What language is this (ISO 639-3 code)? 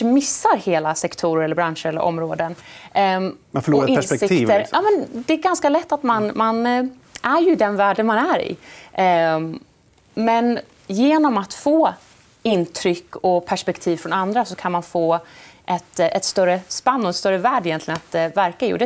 swe